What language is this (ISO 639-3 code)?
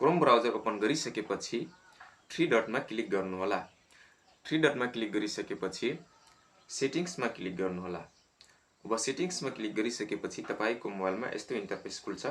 nep